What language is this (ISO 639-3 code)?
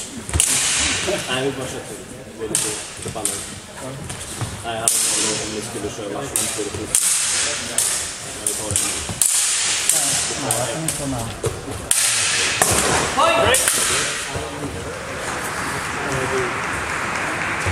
swe